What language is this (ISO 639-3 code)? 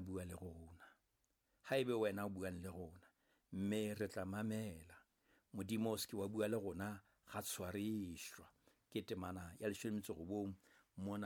sot